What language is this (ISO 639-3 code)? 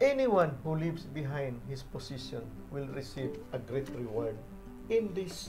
ceb